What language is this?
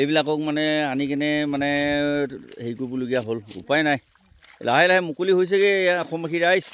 Assamese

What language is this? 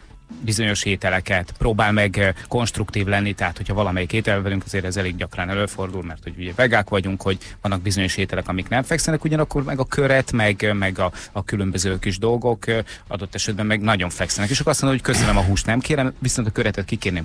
Hungarian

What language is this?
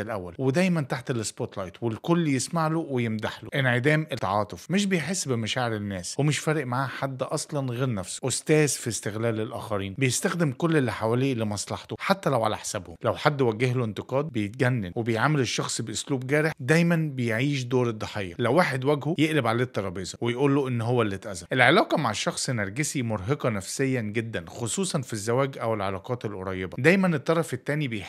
Egyptian Arabic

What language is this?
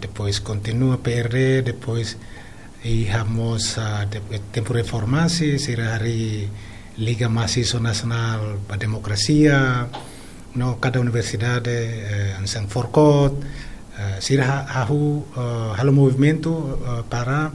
Tetum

